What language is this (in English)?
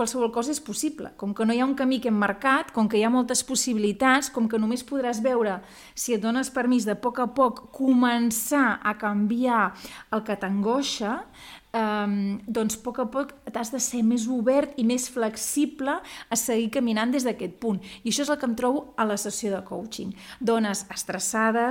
Catalan